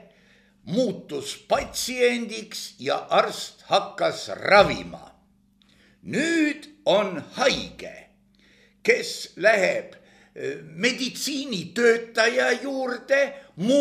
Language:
Estonian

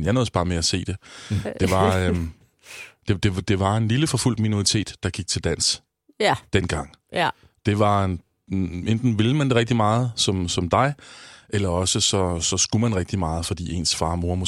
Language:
Danish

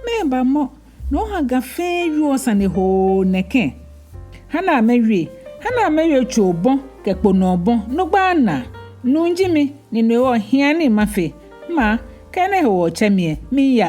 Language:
Ga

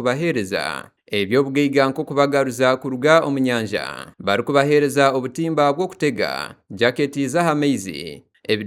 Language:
Nyankole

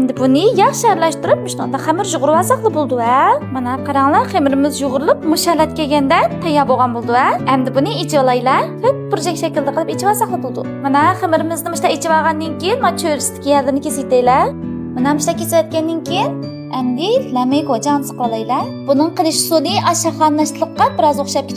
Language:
Uyghur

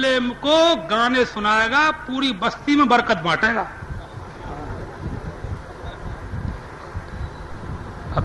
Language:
Urdu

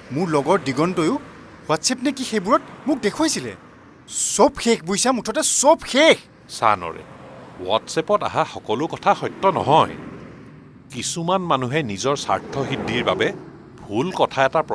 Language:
Assamese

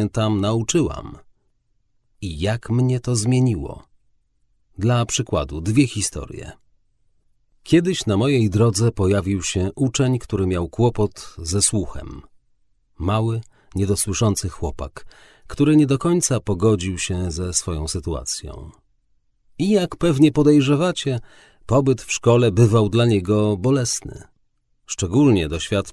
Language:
Polish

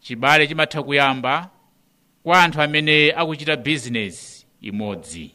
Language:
Nyanja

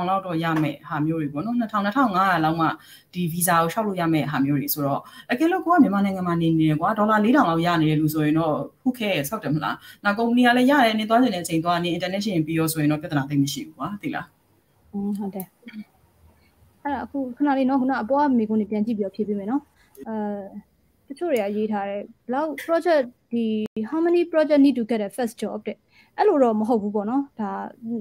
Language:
Burmese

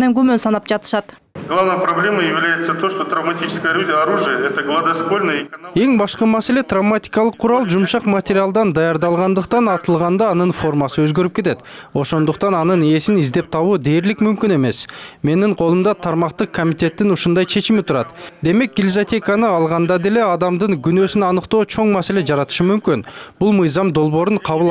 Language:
Kyrgyz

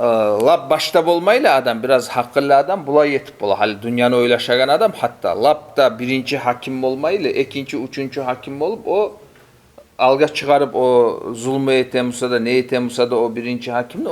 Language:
Kumyk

